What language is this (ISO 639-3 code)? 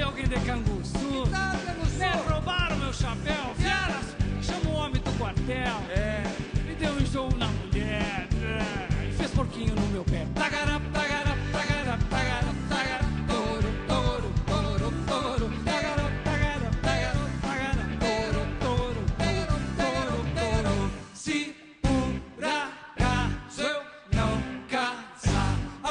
por